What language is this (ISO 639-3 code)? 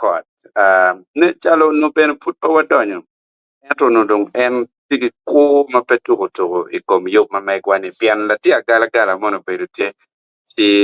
ach